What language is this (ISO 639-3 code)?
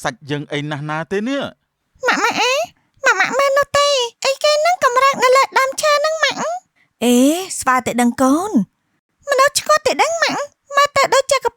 khm